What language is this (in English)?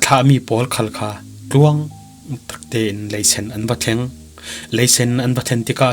Falam Chin